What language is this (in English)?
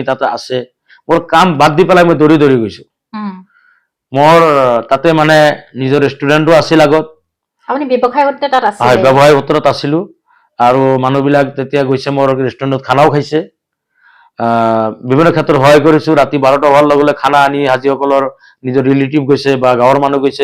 Assamese